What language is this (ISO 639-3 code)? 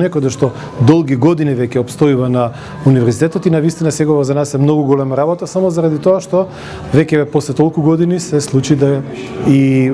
mkd